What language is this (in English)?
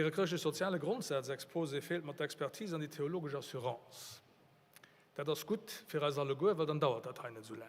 Luxembourgish